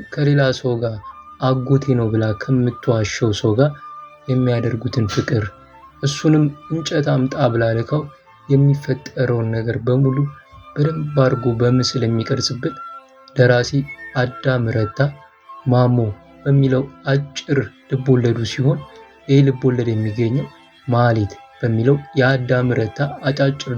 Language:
Amharic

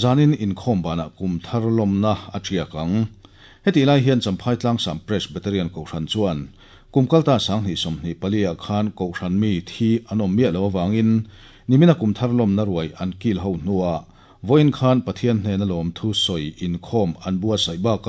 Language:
Mizo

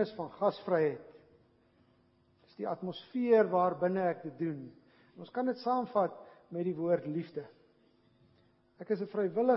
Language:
Afrikaans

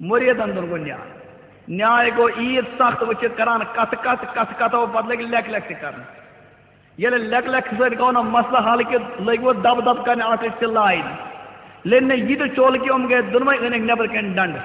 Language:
Kashmiri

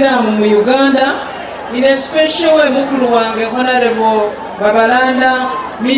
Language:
Soga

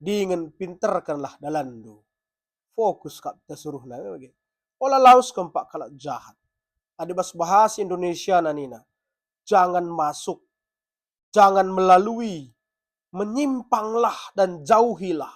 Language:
Batak Karo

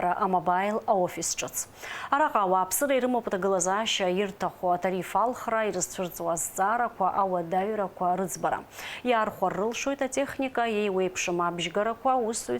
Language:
Abkhazian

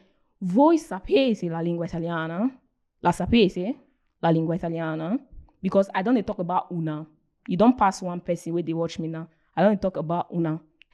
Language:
Nigerian Pidgin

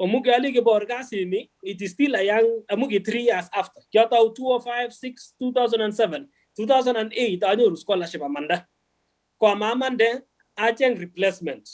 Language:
Kalenjin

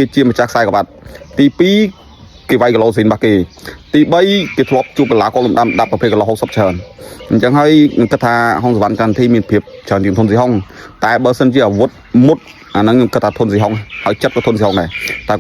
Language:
Khmer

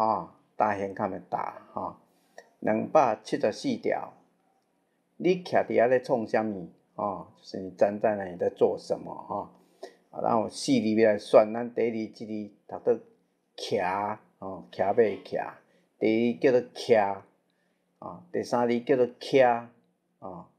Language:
Min Nan Chinese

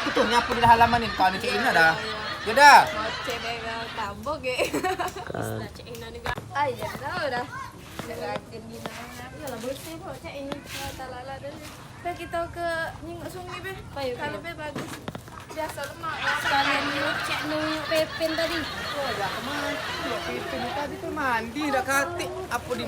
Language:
Musi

